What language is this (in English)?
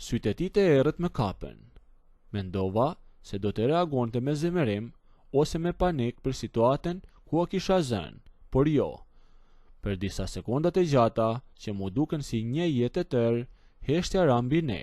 Albanian